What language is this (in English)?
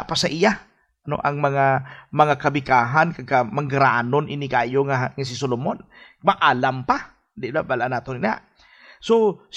Hiligaynon